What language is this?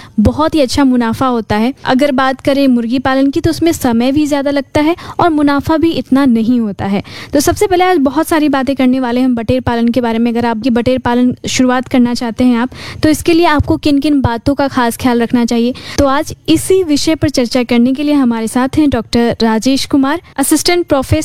Hindi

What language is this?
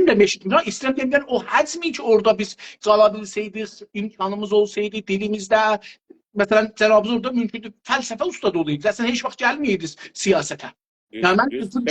South Azerbaijani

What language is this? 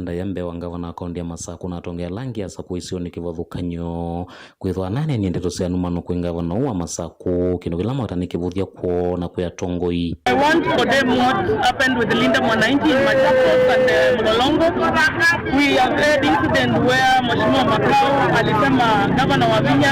Kamba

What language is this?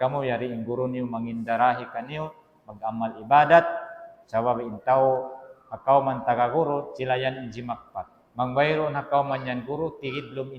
Tausug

